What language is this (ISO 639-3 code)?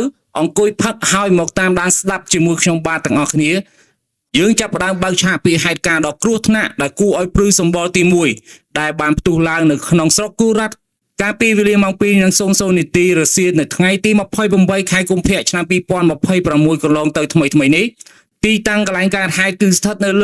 khm